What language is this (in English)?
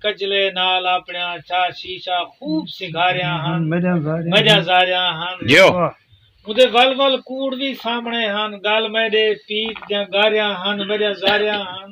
Saraiki